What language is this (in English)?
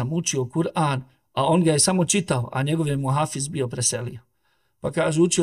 Bosnian